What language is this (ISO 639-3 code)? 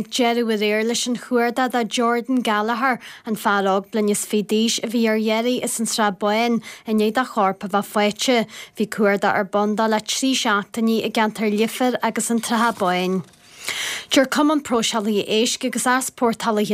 gle